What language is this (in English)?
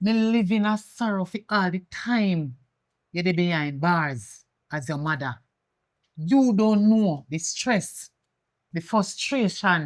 Jamaican Creole English